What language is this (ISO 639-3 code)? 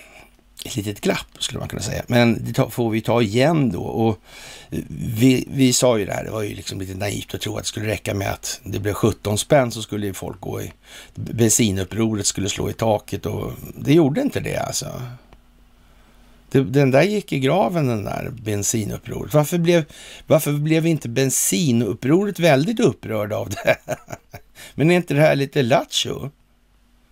swe